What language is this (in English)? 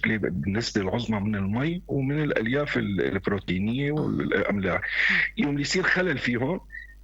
North Levantine Arabic